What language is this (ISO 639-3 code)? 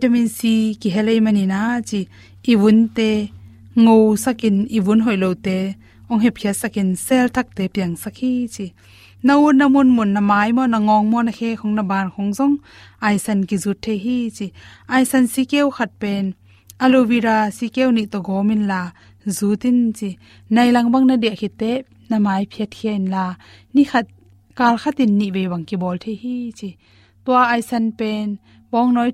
ctd